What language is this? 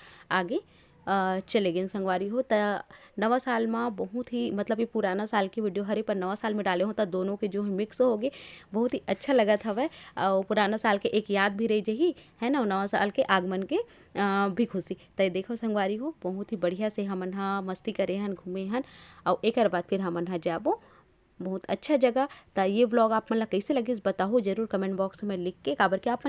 Chhattisgarhi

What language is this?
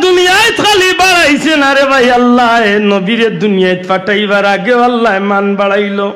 Sylheti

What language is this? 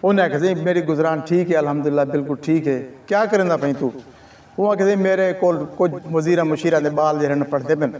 Saraiki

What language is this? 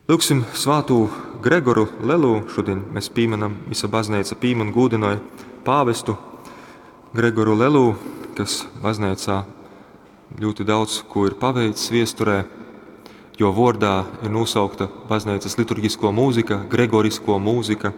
Latgalian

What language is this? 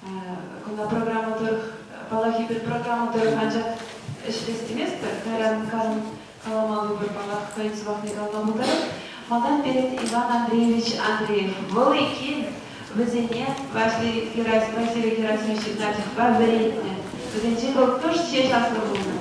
Chuvash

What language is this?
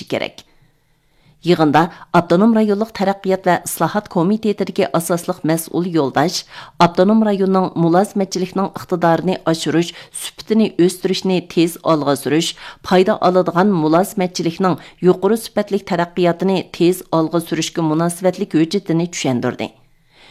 Uyghur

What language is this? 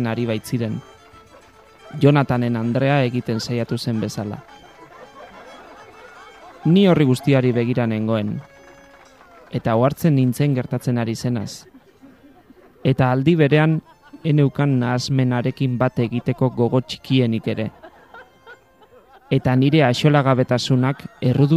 Basque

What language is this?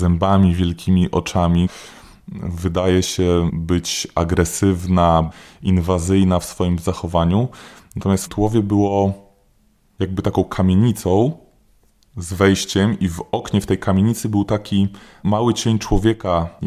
Polish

